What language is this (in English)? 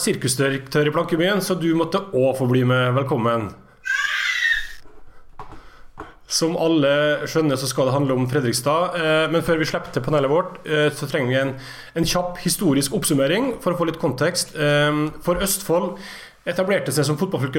Norwegian